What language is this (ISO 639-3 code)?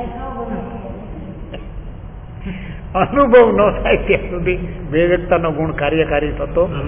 guj